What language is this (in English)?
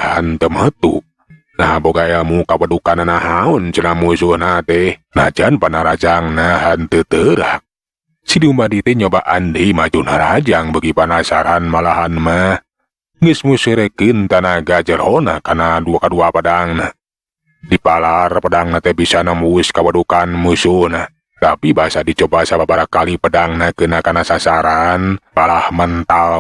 Sundanese